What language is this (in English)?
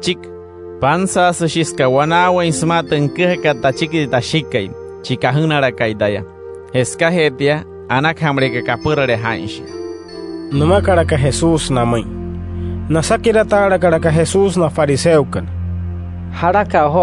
Wayuu